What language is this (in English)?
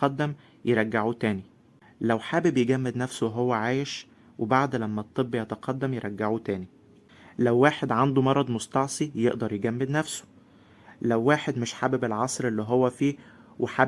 Egyptian Arabic